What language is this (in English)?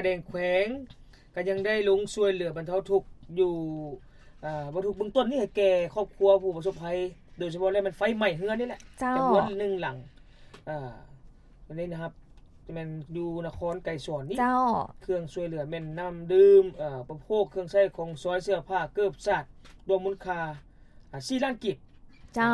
Lao